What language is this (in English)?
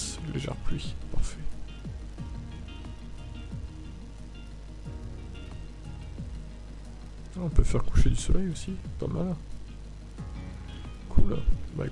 French